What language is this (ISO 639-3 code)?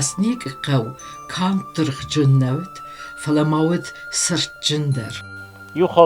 oss